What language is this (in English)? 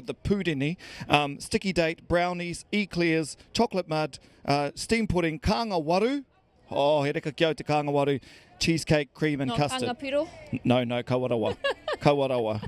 Māori